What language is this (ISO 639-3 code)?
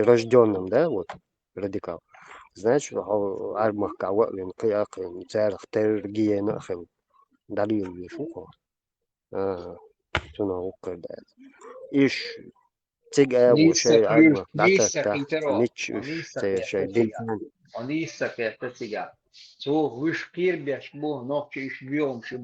che